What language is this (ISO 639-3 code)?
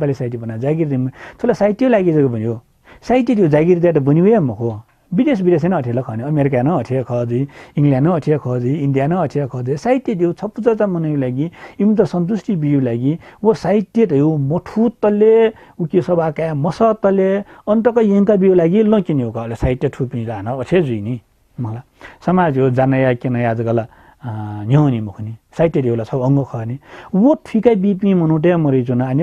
new